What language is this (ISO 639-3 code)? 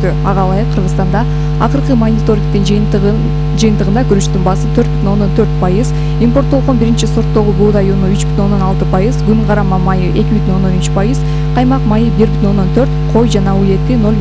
kir